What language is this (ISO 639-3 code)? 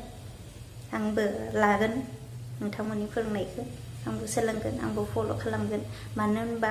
brx